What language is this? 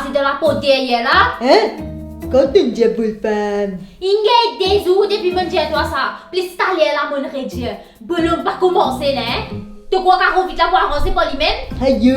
Morisyen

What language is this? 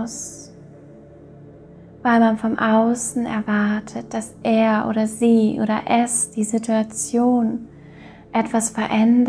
German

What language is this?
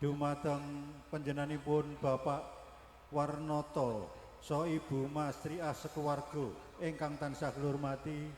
Javanese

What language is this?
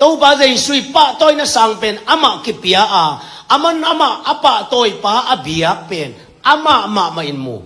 Tedim Chin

